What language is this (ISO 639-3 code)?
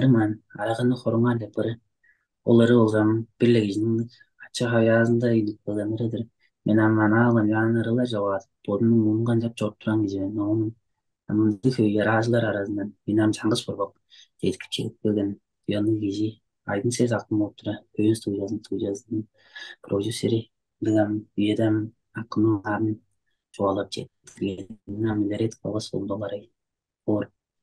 tyv